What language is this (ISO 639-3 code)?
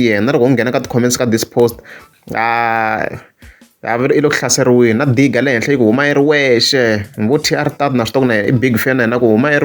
tso